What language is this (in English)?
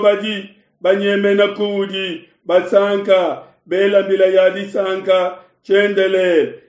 Luba-Lulua